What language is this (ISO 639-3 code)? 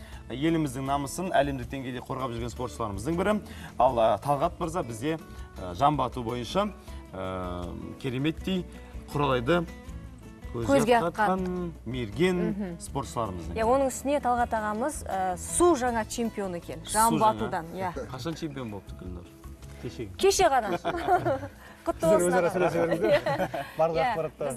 kaz